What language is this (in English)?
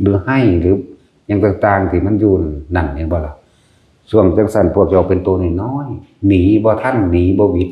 Northeastern Thai